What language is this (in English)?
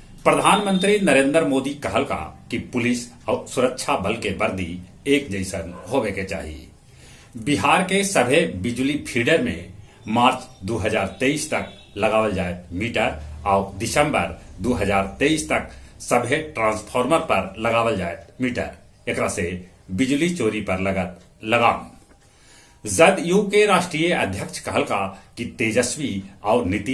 Magahi